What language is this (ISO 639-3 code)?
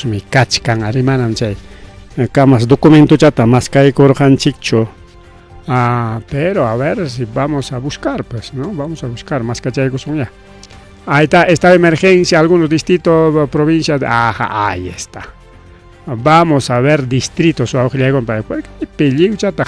quy